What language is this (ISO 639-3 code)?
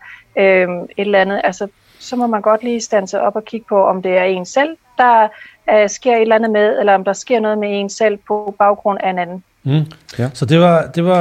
dan